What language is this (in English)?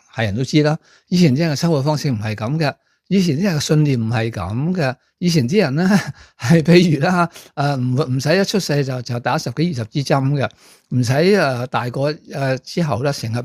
Cantonese